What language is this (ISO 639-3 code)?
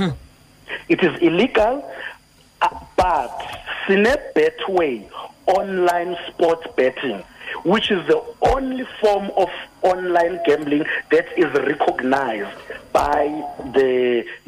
xho